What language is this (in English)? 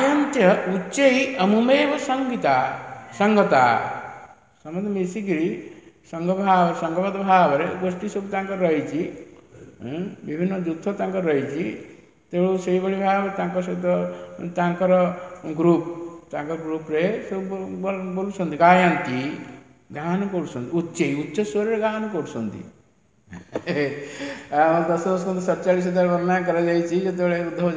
Odia